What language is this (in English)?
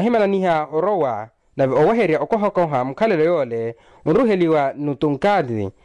Makhuwa